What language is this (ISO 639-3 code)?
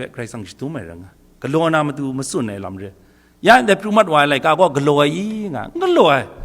kac